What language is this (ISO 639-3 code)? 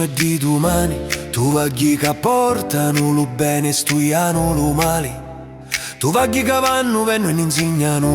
scn